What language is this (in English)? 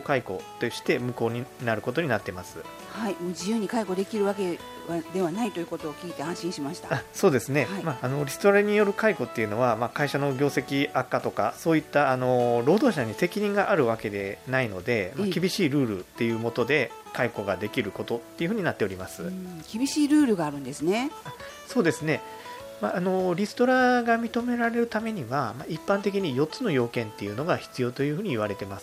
Japanese